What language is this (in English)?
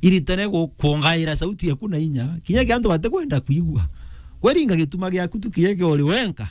Meru